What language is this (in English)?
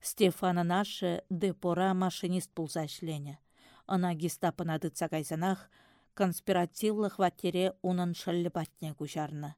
Chuvash